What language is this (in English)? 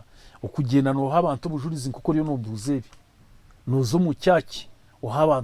Nyankole